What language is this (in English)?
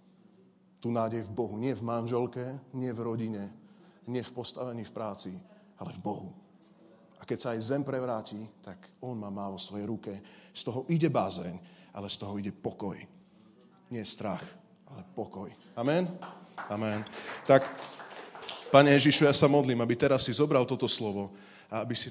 Slovak